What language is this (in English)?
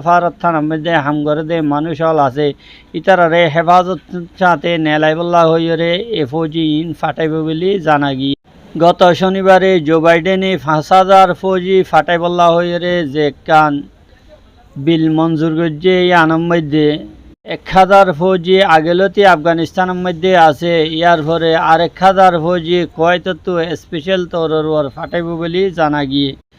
Rohingya